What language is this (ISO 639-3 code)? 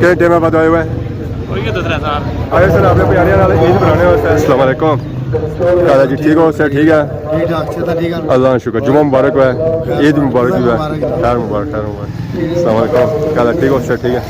phr